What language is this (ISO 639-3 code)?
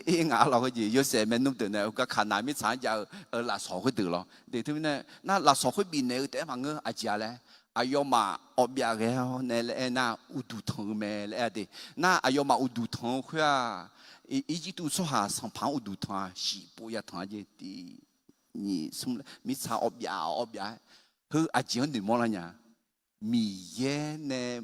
ahk